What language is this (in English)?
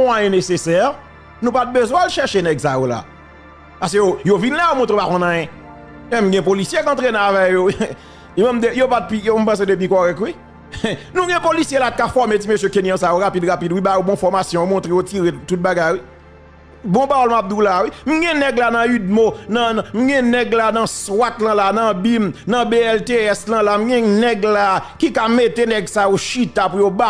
Haitian Creole